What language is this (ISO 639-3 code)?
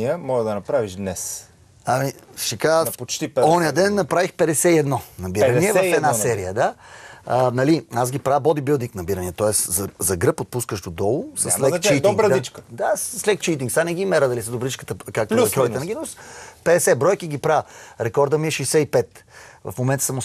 bul